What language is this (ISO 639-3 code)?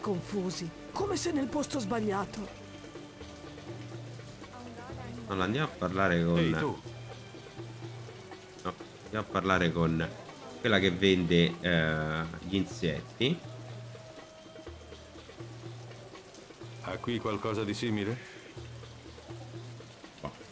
ita